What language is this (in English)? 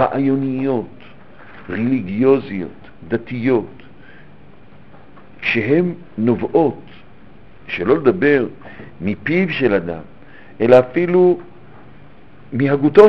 Hebrew